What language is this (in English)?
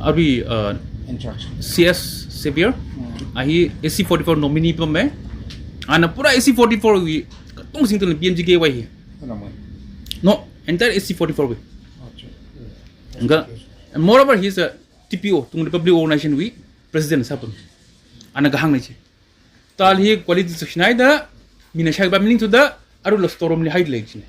Tangkhul Naga (India)